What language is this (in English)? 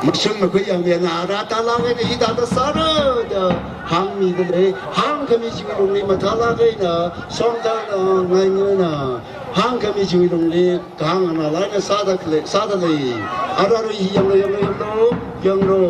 Tangkhul Naga (India)